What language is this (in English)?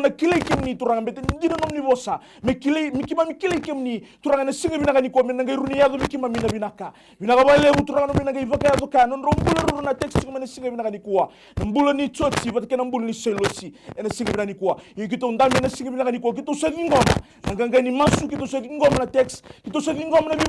Fijian